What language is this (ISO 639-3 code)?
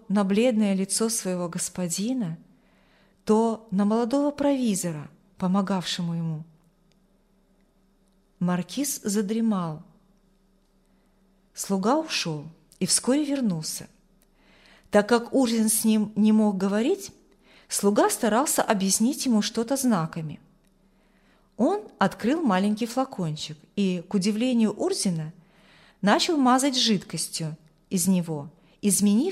rus